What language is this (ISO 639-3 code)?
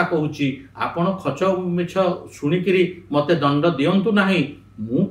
ori